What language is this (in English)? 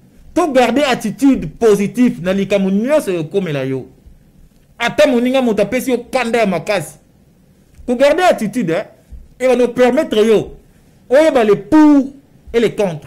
Lingala